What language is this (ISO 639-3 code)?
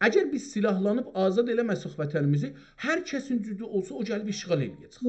azb